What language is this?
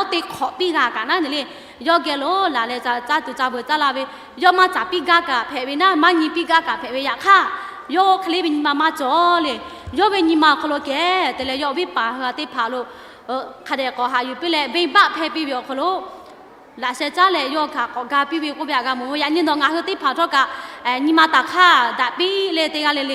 Lahu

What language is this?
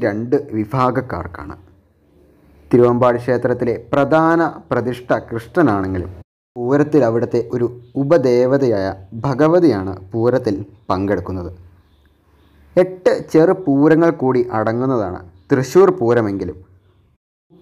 Malayalam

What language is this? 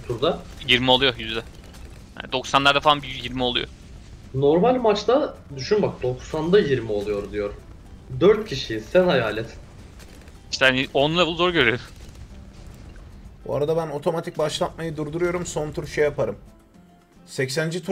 Turkish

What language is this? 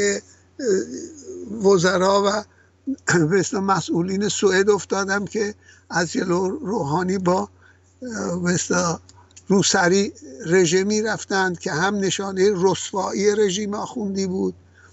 Persian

